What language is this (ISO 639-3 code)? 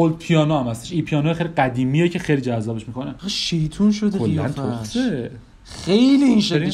fas